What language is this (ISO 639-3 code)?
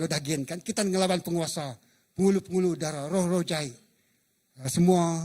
iba